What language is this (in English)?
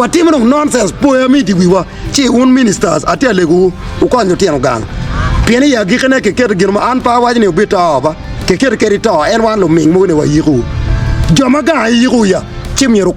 Acoli